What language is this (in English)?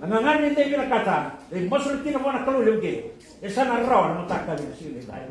Fijian